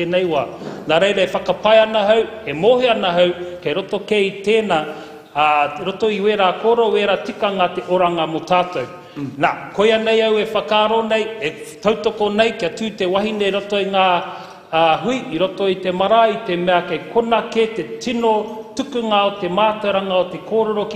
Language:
Māori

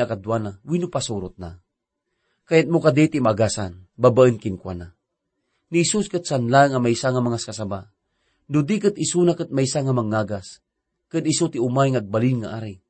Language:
Iloko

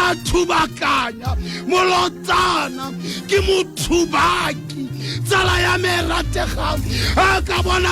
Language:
Tswana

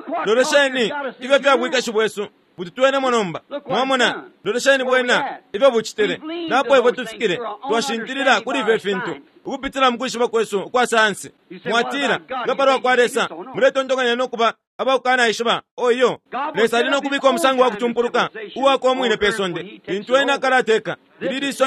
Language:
Bemba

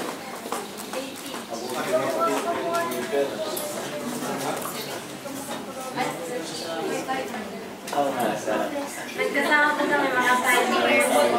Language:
Filipino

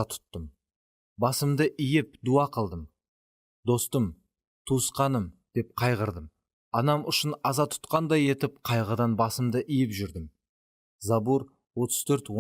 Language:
Kara-Kalpak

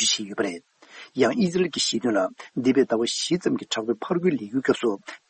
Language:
Tibetan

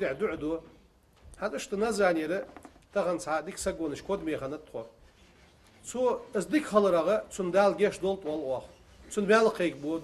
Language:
Ingush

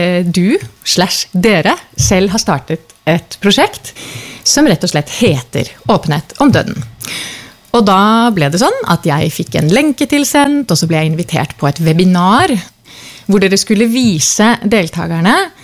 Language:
Norwegian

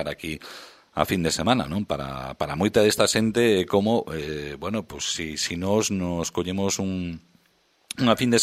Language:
Galician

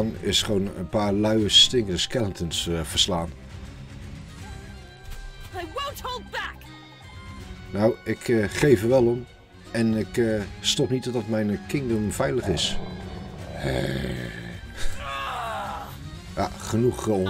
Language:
Dutch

